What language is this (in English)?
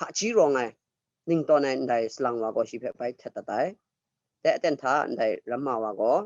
Kachin